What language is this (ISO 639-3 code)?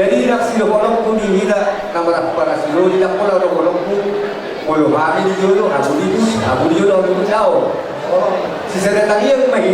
bbc